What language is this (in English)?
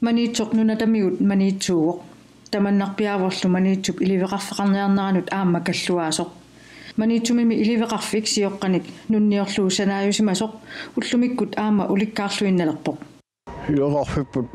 Kalaallisut